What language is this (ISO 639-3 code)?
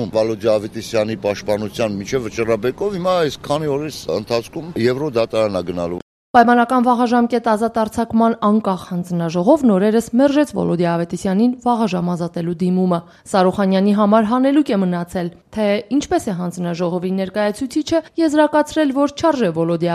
hye